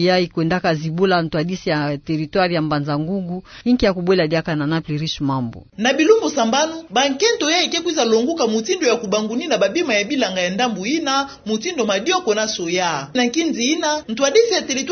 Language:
Kituba (Democratic Republic of Congo)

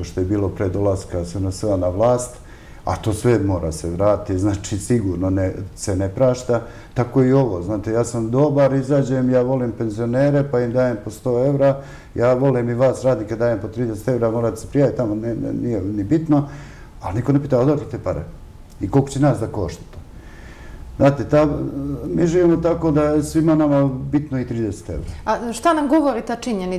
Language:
Serbian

